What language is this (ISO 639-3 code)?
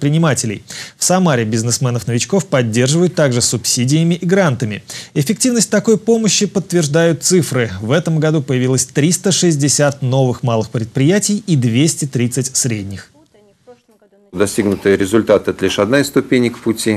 rus